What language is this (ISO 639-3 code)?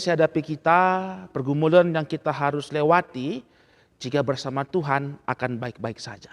btx